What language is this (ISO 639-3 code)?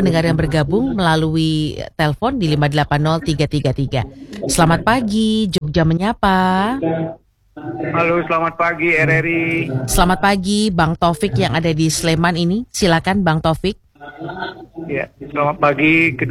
ind